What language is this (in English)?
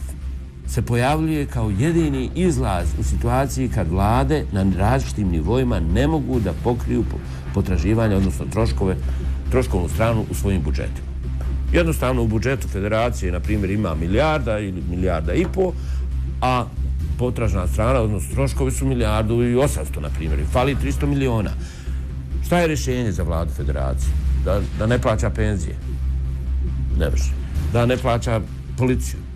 Bosnian